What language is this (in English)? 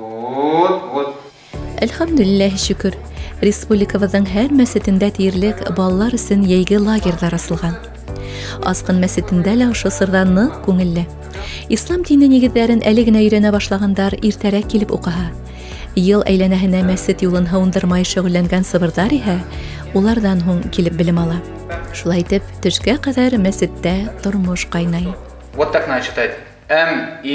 Bashkir